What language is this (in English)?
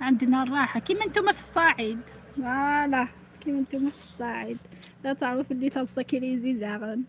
Algerian Arabic